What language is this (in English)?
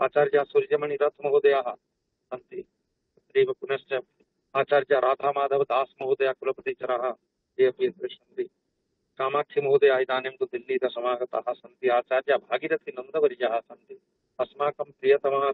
Sanskrit